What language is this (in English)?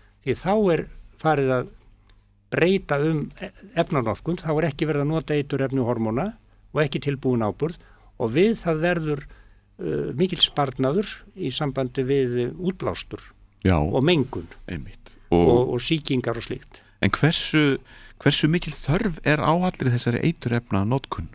Icelandic